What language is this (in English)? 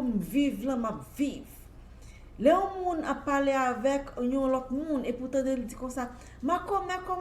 Haitian Creole